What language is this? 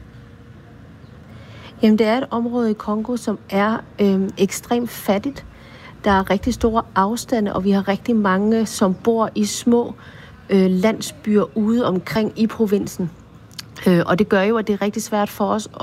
Danish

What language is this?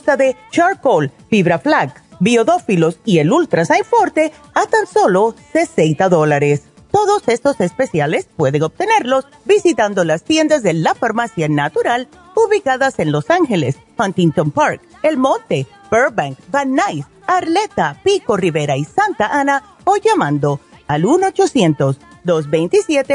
Spanish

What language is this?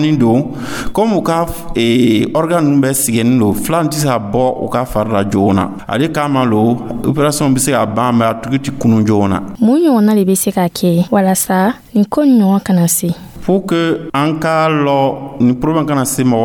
Dyula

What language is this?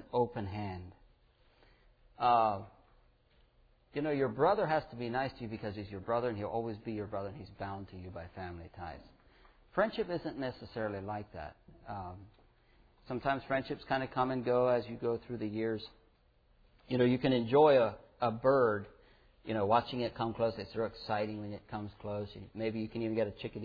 English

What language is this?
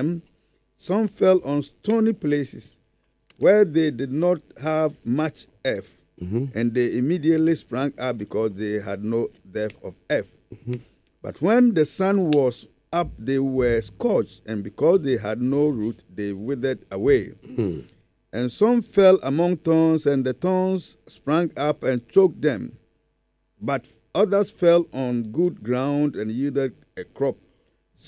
English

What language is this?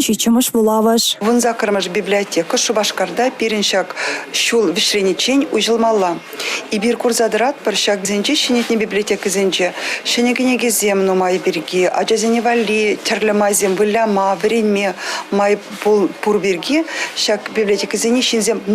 Chuvash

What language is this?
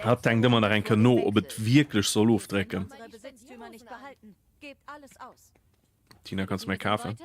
Luxembourgish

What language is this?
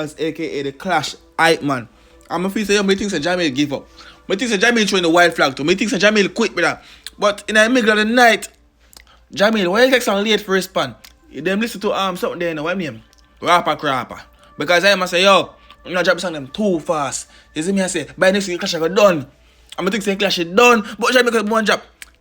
Jamaican Creole English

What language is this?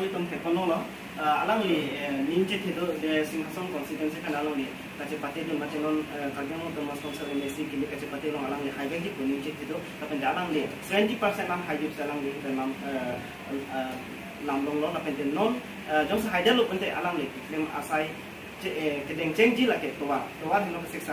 Karbi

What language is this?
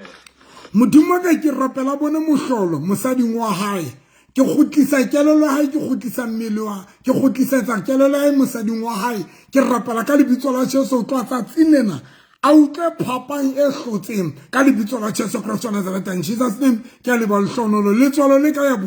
Southern Sotho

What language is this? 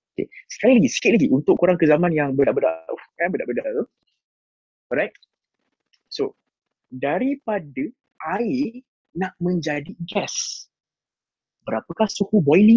Malay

